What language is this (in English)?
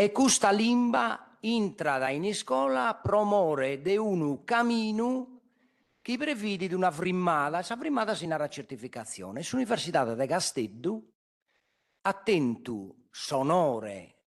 Sardinian